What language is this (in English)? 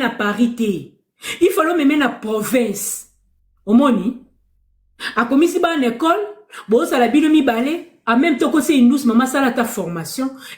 Lingala